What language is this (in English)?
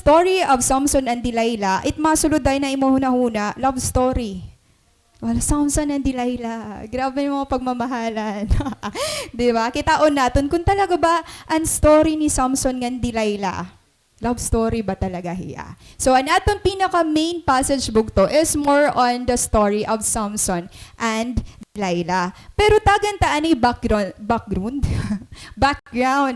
Waray